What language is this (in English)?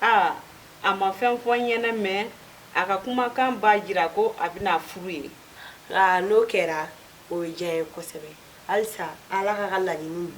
Bambara